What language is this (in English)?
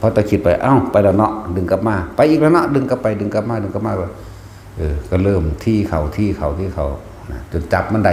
Northeastern Thai